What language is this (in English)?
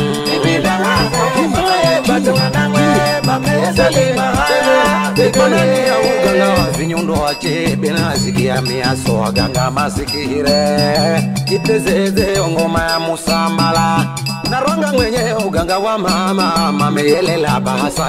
Swahili